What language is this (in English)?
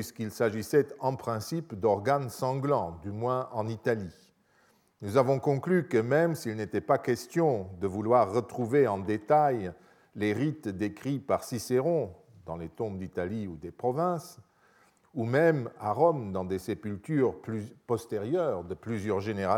French